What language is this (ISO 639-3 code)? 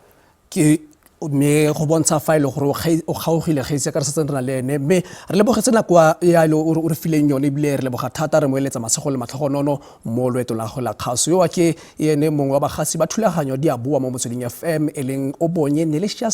tsn